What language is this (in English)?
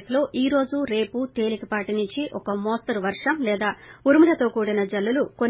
Telugu